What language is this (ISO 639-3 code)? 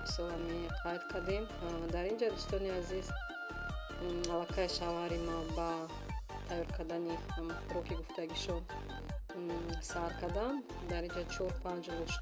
tgk